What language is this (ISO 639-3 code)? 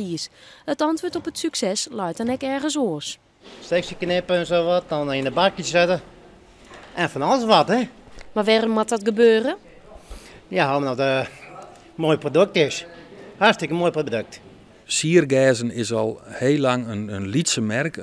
fry